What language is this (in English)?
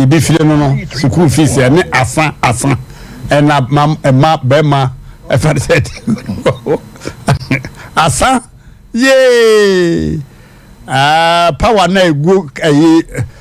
Akan